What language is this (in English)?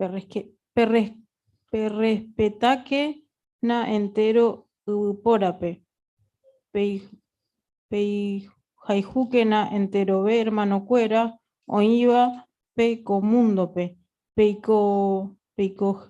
Guarani